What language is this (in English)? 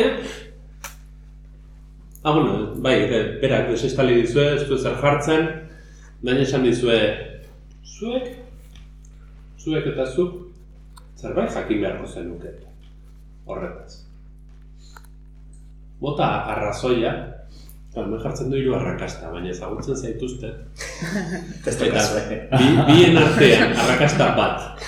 Basque